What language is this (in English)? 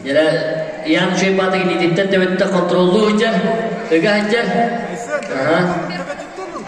Yakut